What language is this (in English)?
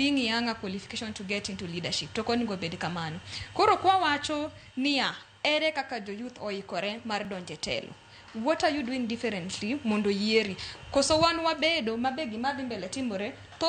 Luo (Kenya and Tanzania)